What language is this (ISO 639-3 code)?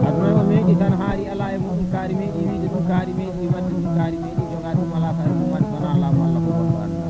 ful